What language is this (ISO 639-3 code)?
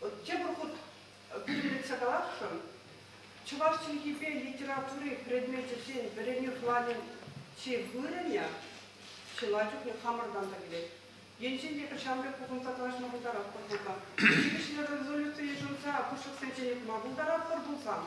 chv